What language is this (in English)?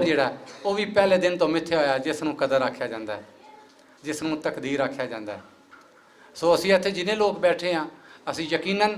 Western Panjabi